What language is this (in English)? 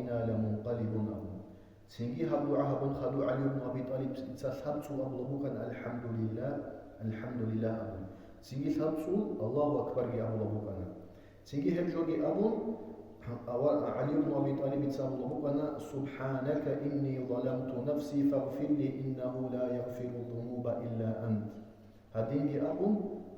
Avaric